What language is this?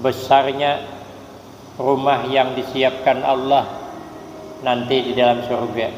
Banjar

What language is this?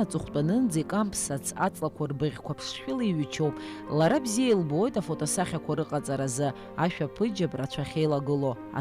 Abkhazian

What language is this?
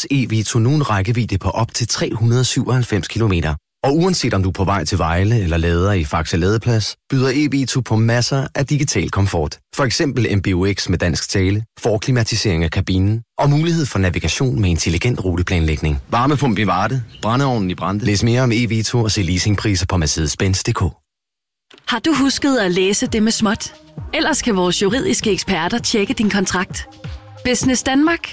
Danish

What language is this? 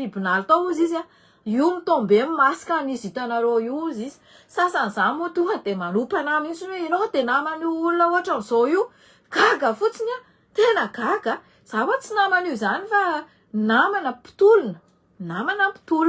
Malagasy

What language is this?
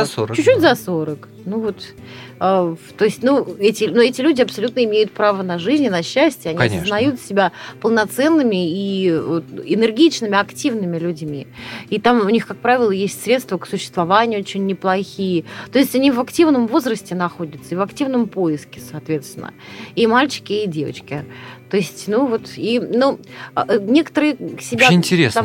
Russian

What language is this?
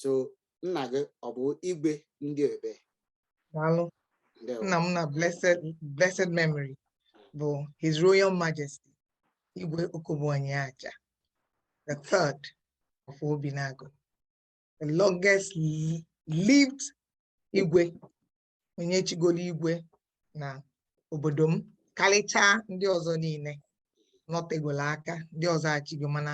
Igbo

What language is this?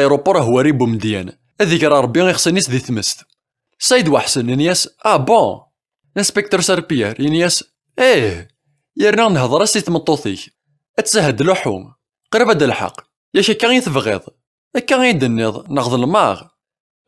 Kabyle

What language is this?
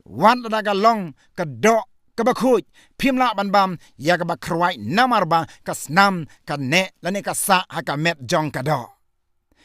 Khasi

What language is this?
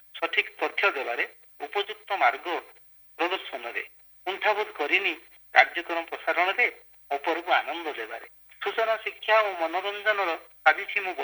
Odia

